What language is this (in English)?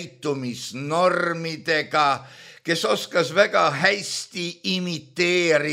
Estonian